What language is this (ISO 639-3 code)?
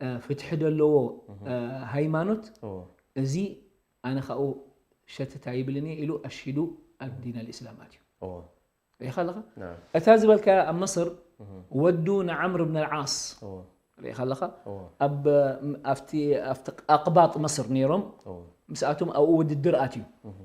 tir